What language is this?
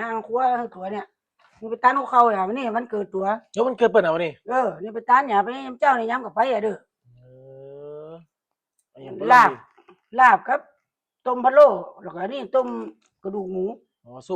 Northeastern Thai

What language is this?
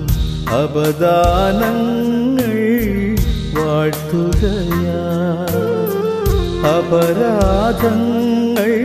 Malayalam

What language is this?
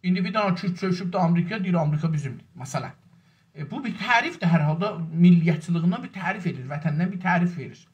South Azerbaijani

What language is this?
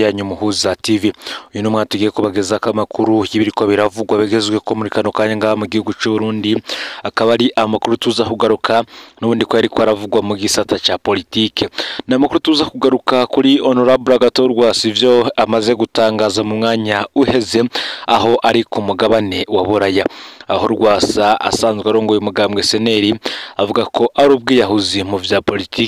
Rundi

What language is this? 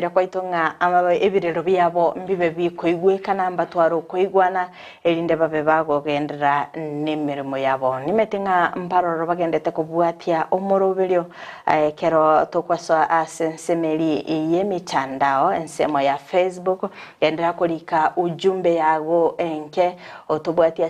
Gusii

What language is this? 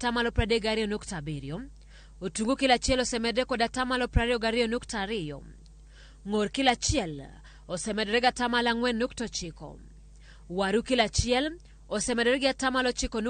Luo (Kenya and Tanzania)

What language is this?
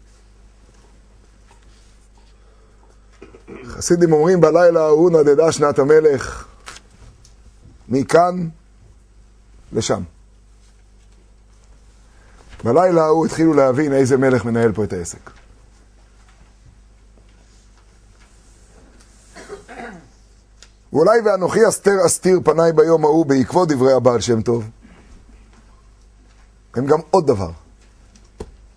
Hebrew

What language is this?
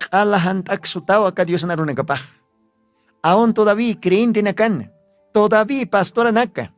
Aymara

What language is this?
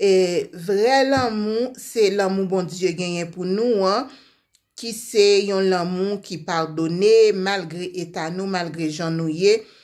Haitian Creole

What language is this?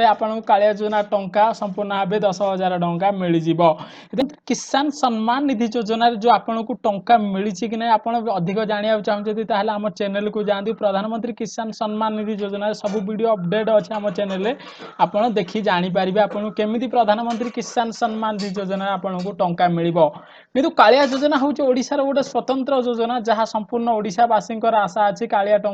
Odia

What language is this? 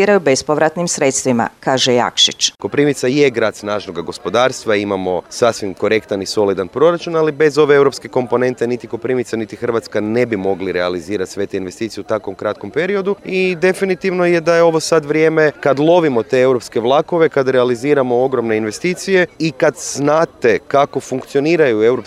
Croatian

